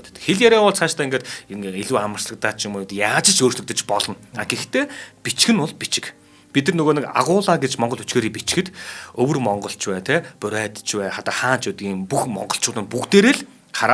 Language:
Mongolian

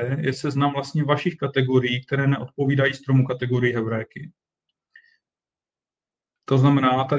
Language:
Czech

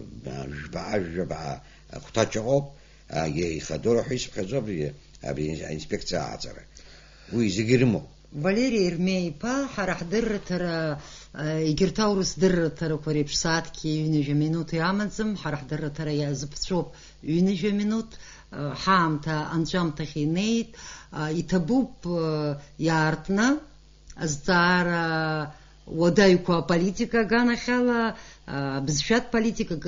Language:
Abkhazian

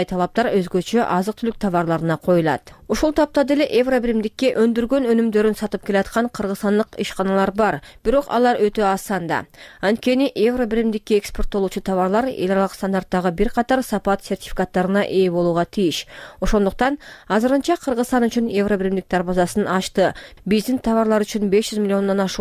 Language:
Kyrgyz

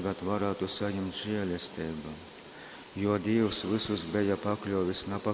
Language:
Latgalian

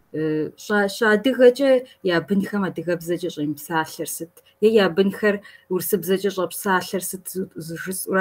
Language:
Kabardian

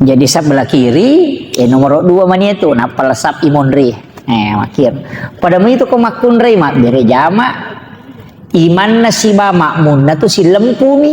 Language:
Buginese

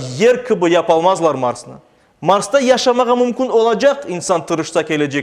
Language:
Crimean Tatar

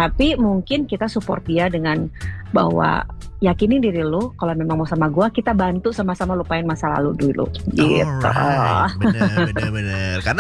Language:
Indonesian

